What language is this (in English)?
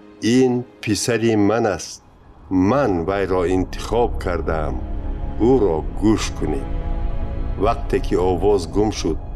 Tajik